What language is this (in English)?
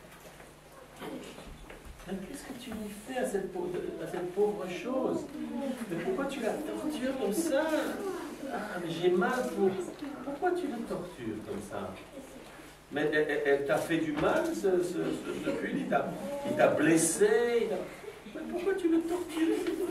French